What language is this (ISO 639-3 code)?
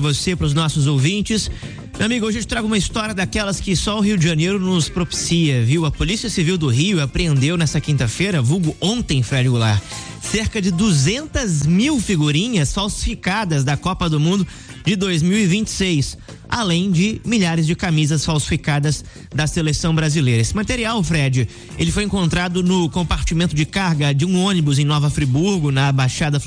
por